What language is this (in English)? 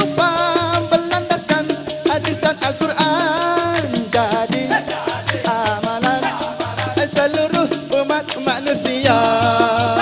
Malay